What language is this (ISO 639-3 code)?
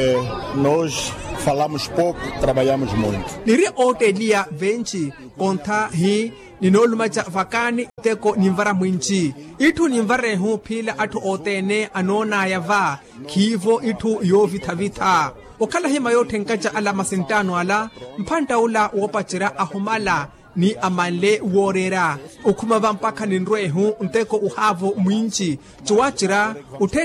vmw